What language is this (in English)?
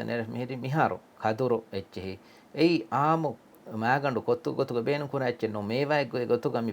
Divehi